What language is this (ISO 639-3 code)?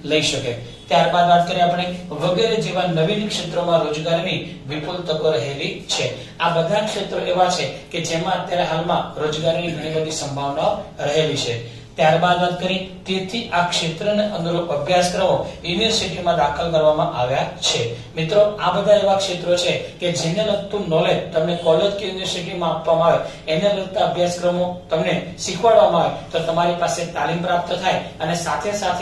guj